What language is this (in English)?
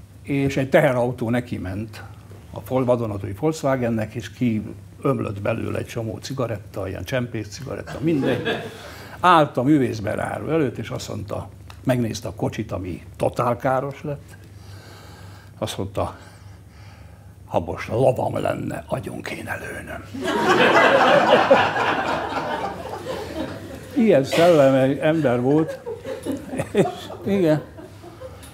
Hungarian